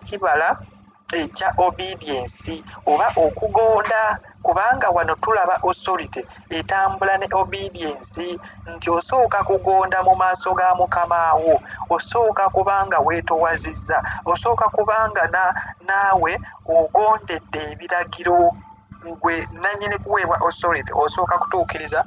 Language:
Ganda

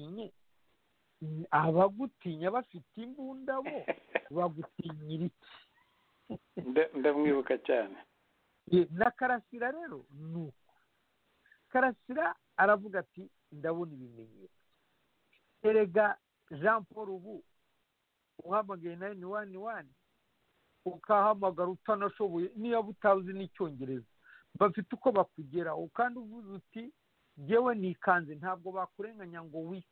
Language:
Kinyarwanda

